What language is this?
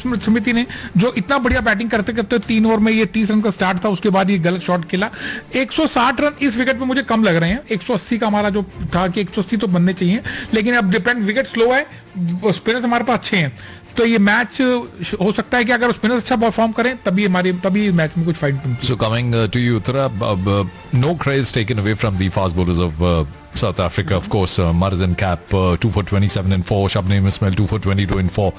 Hindi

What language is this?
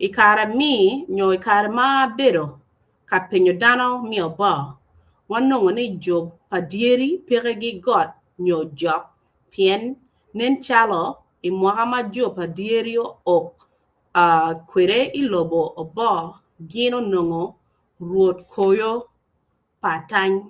Acoli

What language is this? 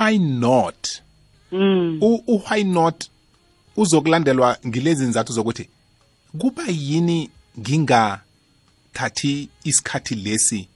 South Ndebele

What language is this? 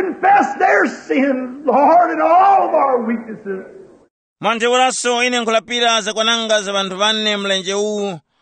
Tumbuka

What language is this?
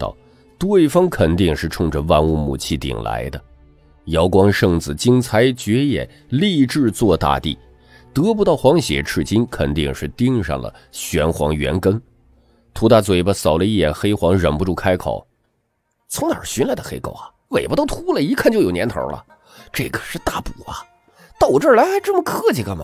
Chinese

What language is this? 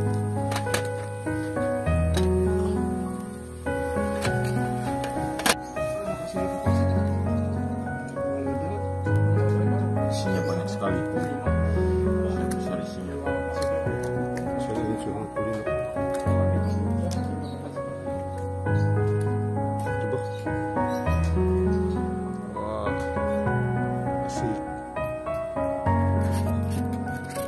Indonesian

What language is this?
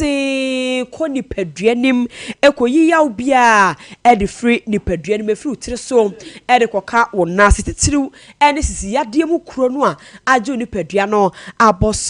Akan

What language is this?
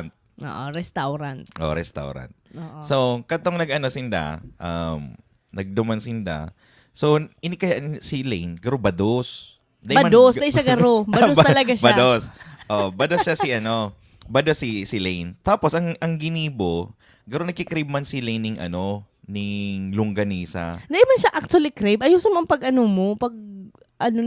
Bikol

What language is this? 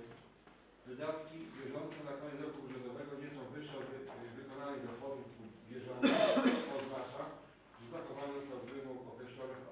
Polish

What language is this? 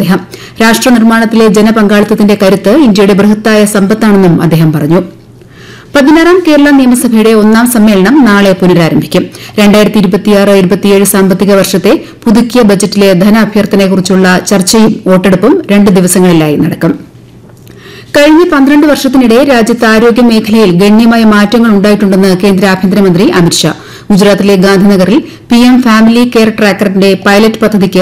Malayalam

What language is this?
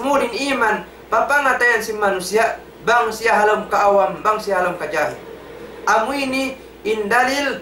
Tausug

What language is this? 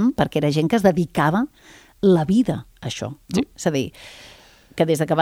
Catalan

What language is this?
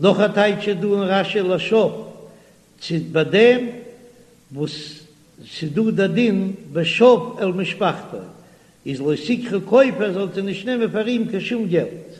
Yiddish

